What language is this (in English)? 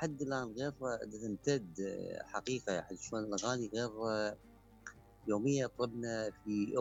Mesopotamian Arabic